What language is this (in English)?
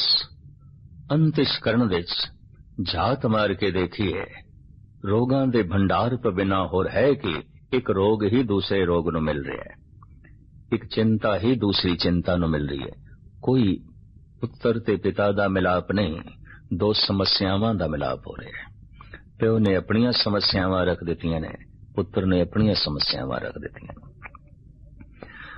Punjabi